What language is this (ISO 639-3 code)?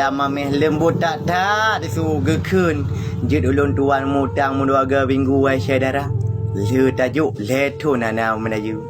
ace